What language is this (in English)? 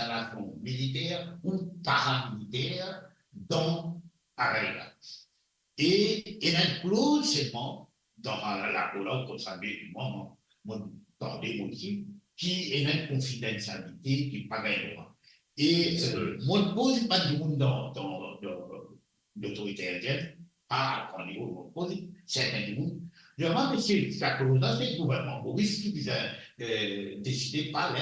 Morisyen